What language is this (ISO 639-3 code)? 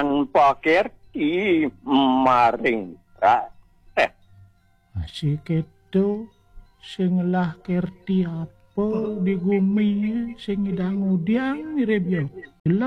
ban